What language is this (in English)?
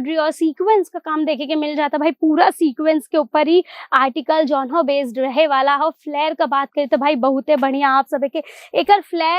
Bhojpuri